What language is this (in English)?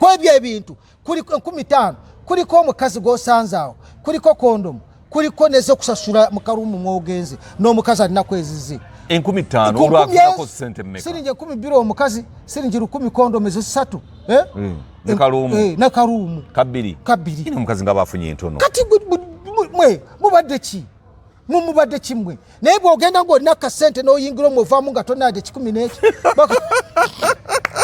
Ganda